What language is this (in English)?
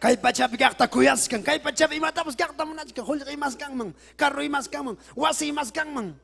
Ayacucho Quechua